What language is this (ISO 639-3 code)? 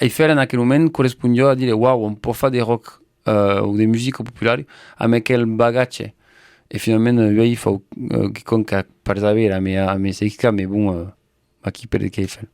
oci